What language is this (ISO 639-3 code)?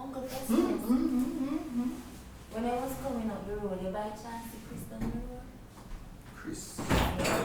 jam